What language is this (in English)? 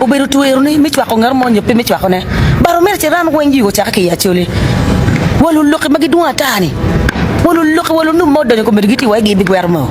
Acoli